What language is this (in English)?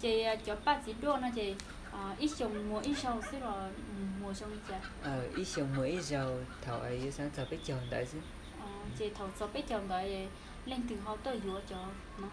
Hmong